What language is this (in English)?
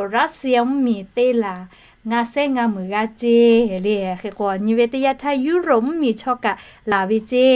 Lahu